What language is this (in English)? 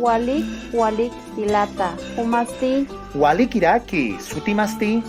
Aymara